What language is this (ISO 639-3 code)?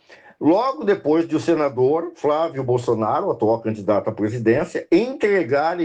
por